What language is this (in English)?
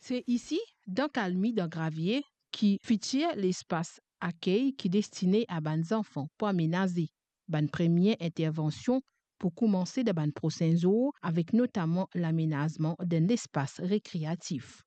Morisyen